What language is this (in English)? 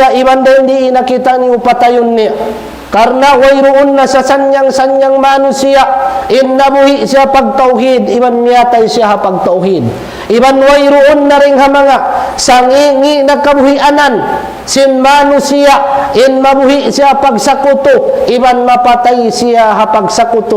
Tausug